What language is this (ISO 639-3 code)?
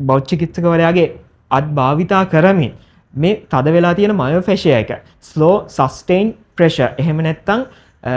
sin